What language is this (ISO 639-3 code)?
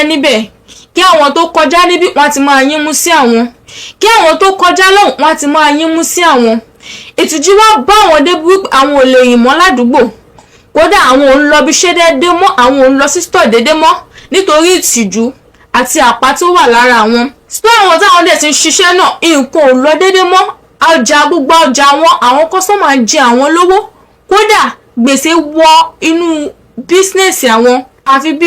yor